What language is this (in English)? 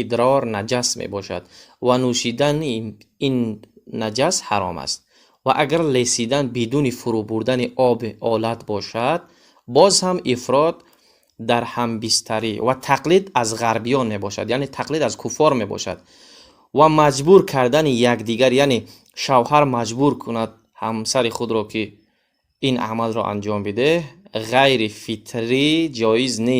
Tajik